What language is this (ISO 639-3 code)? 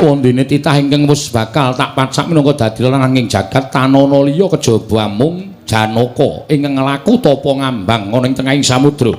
jav